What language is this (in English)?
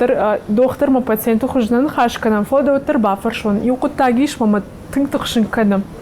Ossetic